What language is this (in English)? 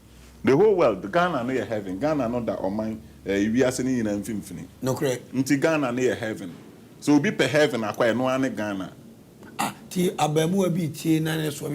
Akan